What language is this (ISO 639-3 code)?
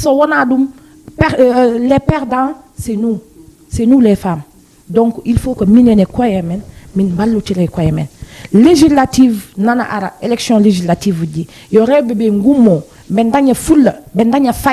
ful